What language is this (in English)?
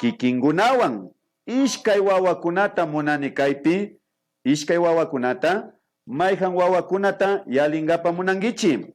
Imbabura Highland Quichua